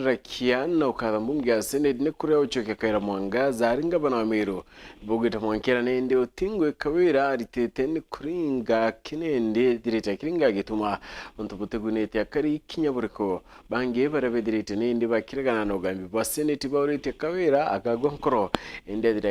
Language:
Meru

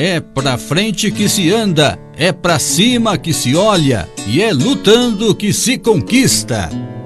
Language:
Portuguese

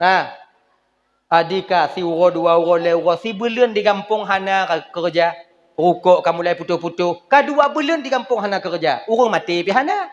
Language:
Achinese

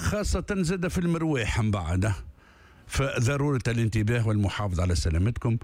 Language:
Tunisian Arabic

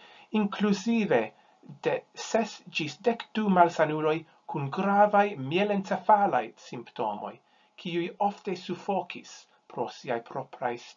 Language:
Esperanto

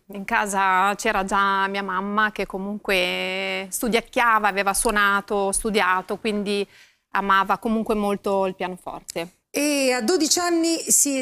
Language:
Italian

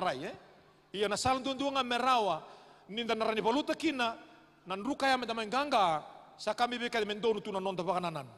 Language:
Fijian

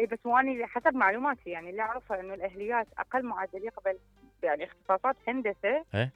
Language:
Mesopotamian Arabic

